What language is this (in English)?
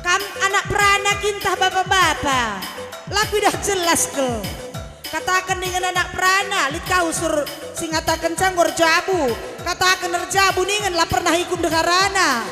Batak Karo